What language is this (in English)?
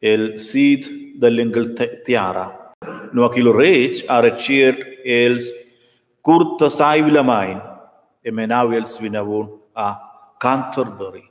Romansh